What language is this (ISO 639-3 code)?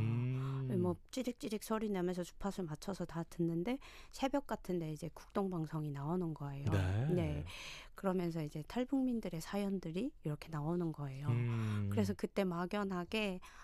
kor